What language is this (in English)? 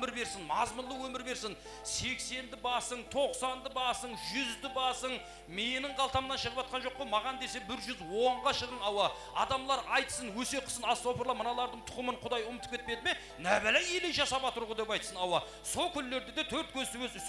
Kara-Kalpak